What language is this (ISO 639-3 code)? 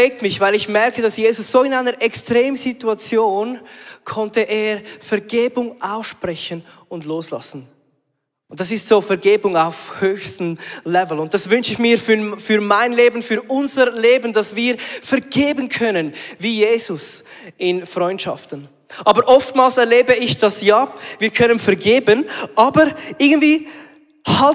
gsw